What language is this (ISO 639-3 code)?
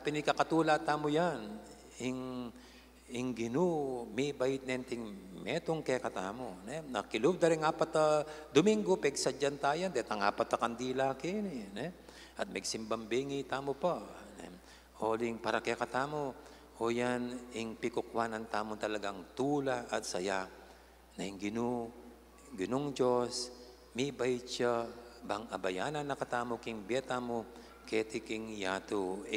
pam